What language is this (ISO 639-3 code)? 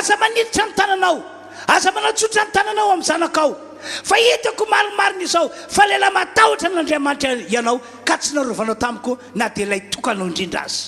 mlg